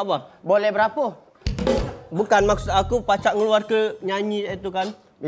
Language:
Musi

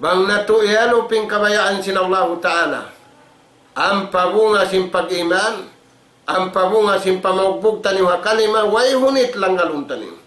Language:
Tausug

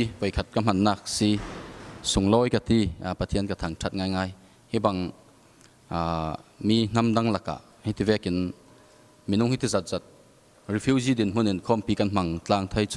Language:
Falam Chin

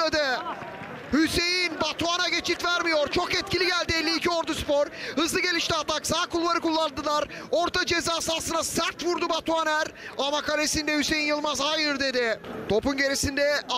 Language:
Turkish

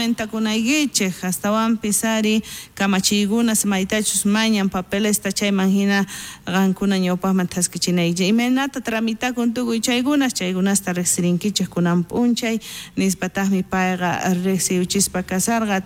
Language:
South Bolivian Quechua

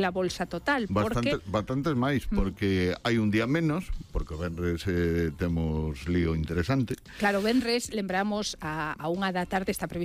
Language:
Galician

